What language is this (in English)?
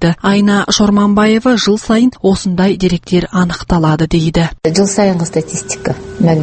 Kazakh